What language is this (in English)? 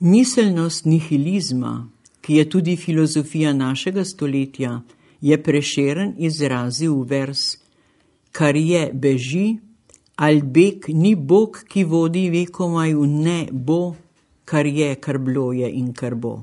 Slovenian